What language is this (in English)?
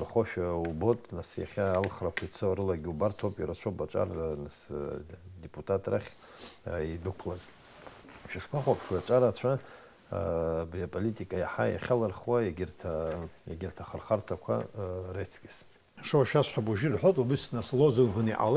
Abkhazian